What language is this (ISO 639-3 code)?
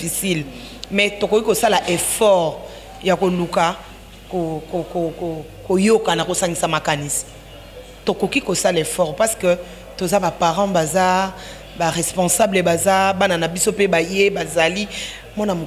lin